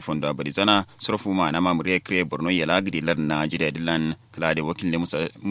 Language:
Kanuri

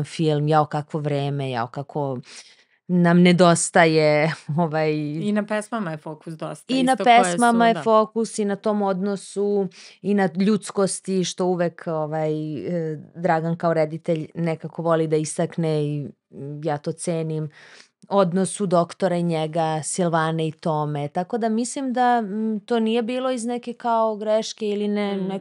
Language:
Serbian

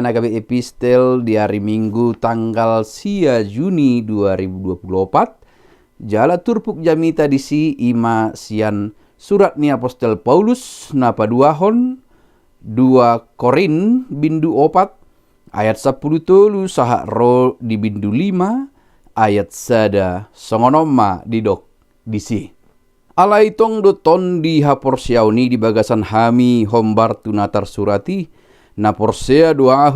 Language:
Batak Toba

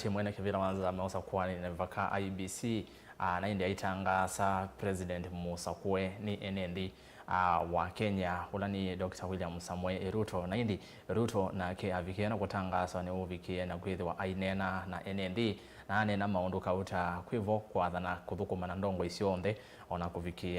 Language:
Kamba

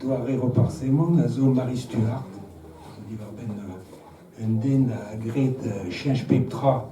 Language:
Breton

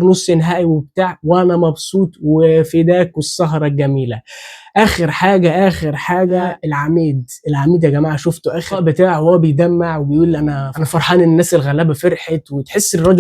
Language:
Egyptian Arabic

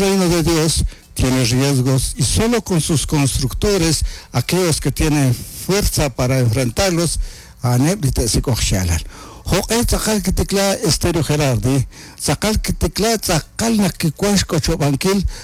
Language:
Kekchí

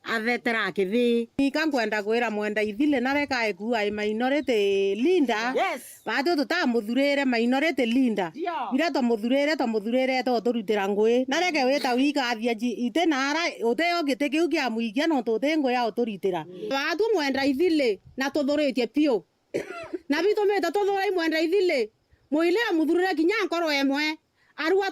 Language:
Meru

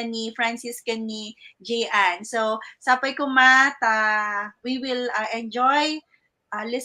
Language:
Iloko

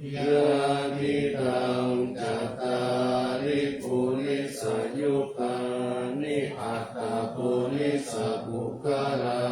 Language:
Pali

